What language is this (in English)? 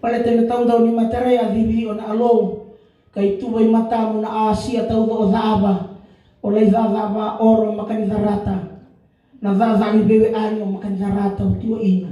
Fijian